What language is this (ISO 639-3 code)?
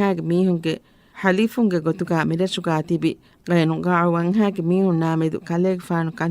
div